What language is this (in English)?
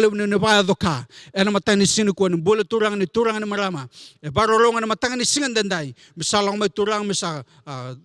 Fijian